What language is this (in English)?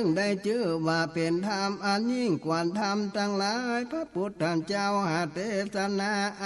Northern Thai